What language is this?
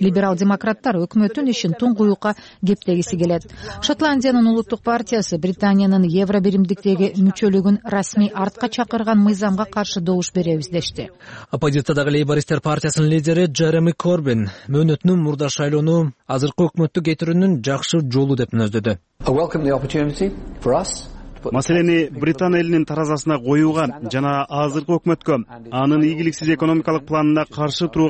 Kyrgyz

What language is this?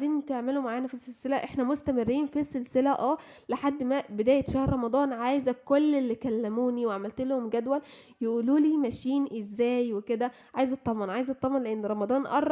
Egyptian Arabic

